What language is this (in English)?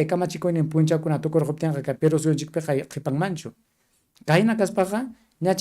Ayacucho Quechua